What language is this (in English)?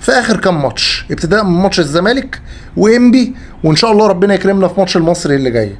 Egyptian Arabic